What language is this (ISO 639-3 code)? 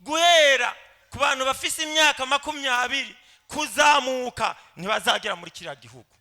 run